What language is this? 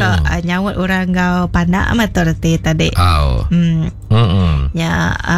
Iban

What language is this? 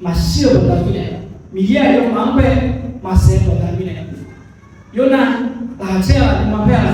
Akha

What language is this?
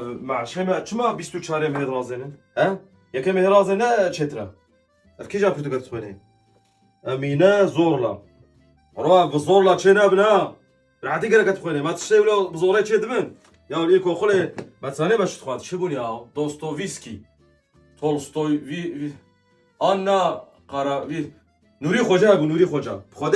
Kurdish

